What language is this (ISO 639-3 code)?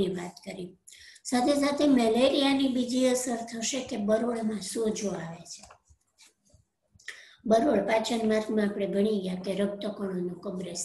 guj